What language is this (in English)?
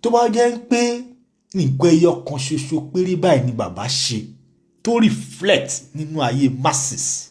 Yoruba